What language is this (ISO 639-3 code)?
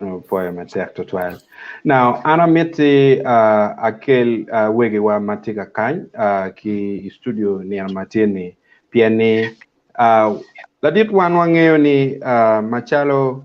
ach